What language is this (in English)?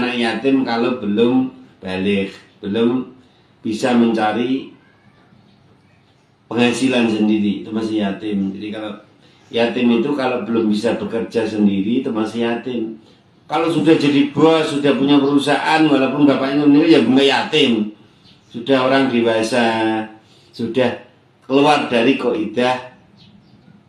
Indonesian